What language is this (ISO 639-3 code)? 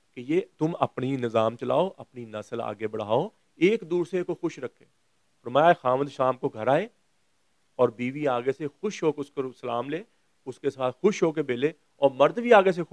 urd